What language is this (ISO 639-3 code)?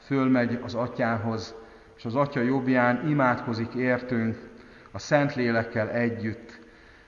hun